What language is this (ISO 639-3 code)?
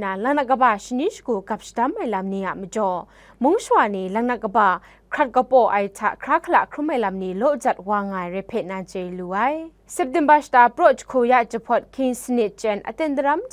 kac